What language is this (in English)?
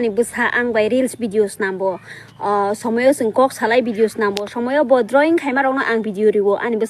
Kok Borok